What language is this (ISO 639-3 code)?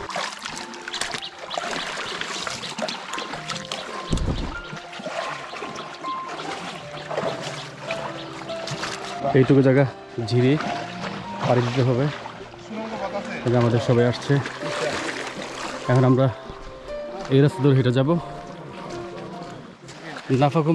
ben